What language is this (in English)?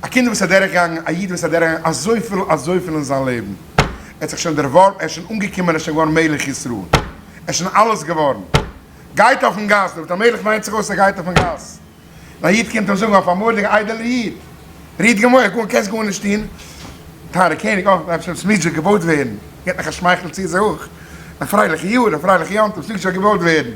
Yiddish